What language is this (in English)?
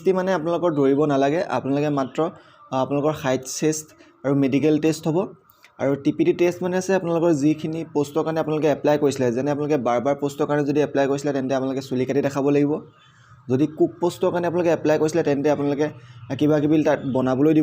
Assamese